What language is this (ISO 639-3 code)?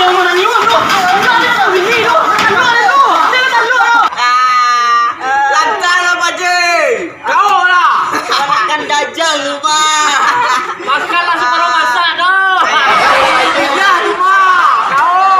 min